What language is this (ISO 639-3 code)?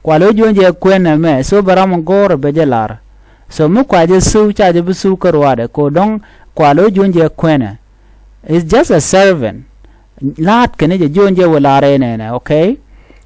nus